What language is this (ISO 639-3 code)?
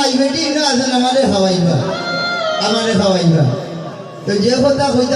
syl